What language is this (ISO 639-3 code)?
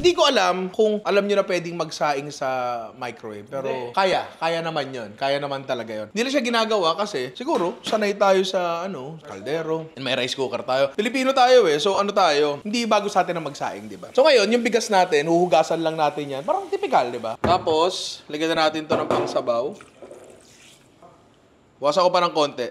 fil